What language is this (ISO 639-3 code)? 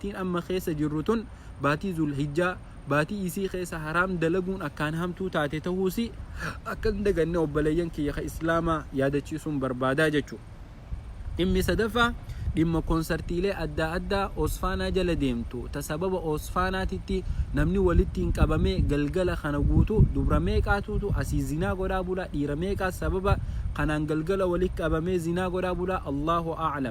orm